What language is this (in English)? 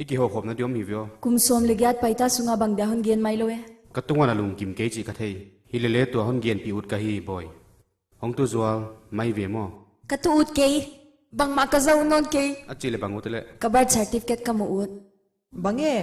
Paite Chin